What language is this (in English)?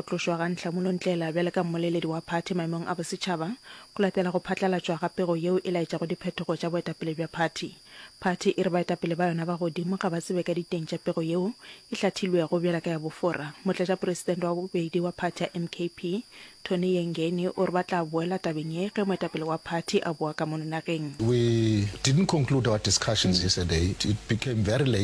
Northern Sotho